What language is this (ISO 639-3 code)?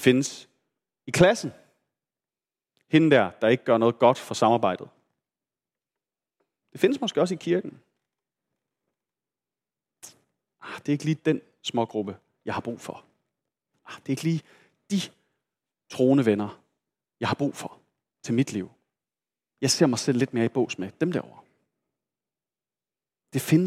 dan